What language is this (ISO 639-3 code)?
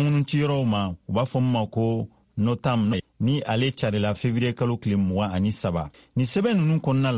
bam